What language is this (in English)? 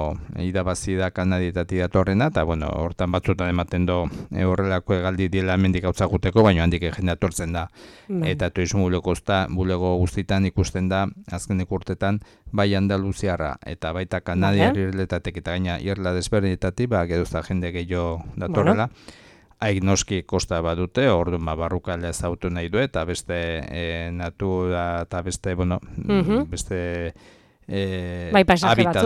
Basque